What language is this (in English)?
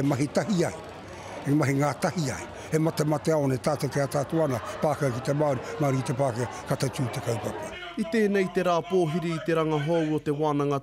Māori